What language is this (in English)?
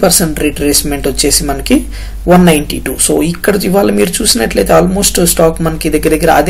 Telugu